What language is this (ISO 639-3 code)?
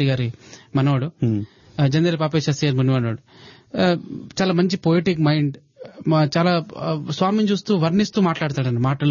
tel